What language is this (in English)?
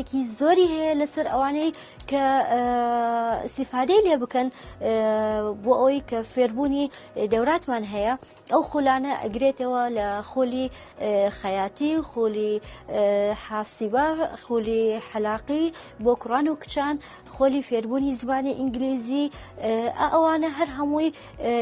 Central Kurdish